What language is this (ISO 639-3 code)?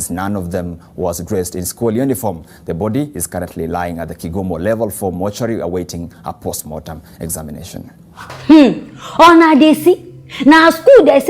pcm